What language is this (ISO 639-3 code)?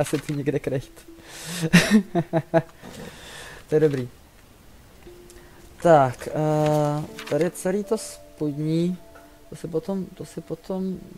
ces